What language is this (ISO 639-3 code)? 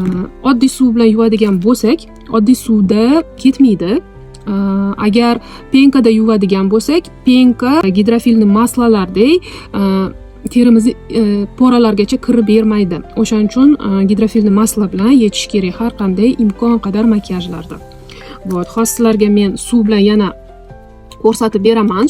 uzb